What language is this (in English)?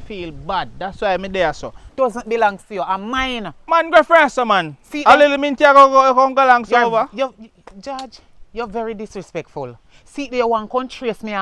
Jamaican Creole English